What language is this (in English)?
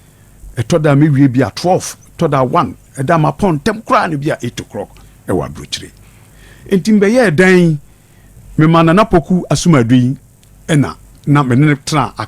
Akan